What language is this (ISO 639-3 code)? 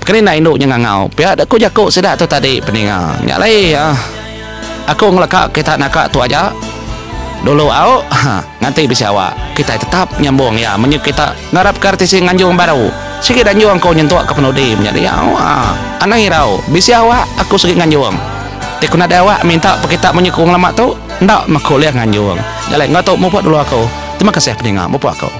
iba